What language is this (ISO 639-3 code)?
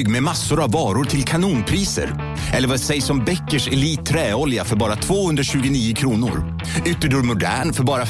swe